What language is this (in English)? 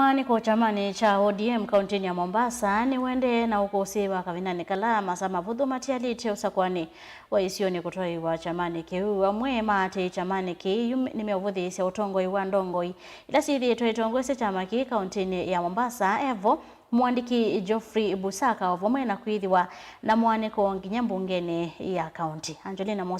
Kamba